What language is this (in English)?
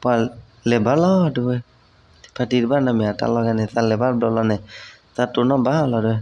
S'gaw Karen